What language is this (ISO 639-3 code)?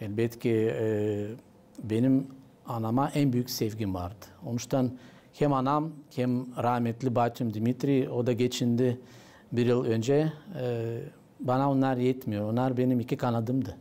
gag